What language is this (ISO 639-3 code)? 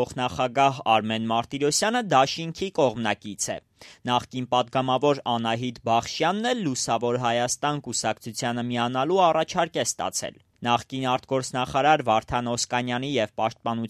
hye